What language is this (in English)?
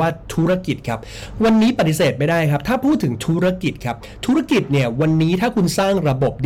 Thai